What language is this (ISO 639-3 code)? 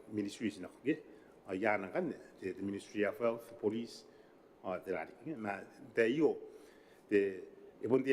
gil